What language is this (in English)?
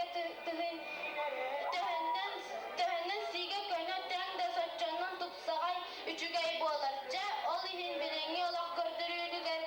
Yakut